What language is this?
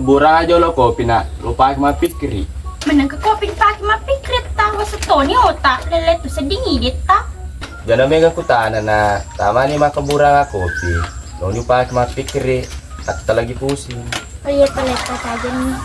Buginese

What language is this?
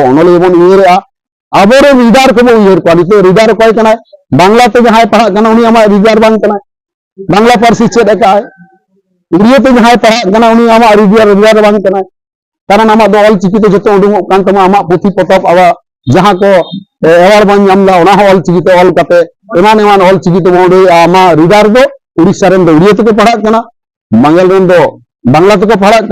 Santali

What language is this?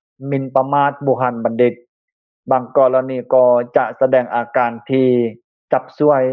Lao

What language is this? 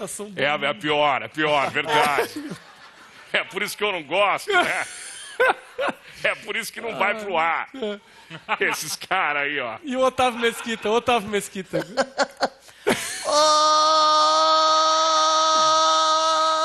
Portuguese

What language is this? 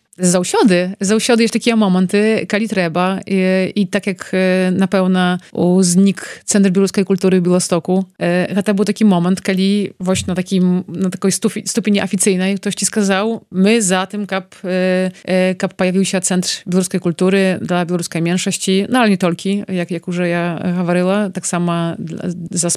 Belarusian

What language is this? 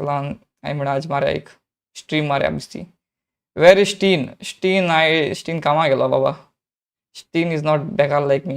Konkani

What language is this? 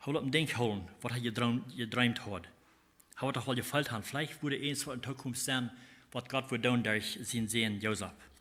Plautdietsch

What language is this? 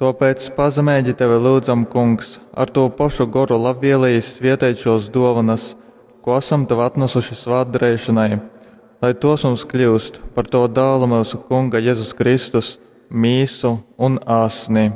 Latgalian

